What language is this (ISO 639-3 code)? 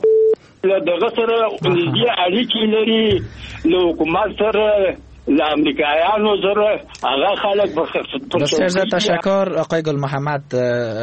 fas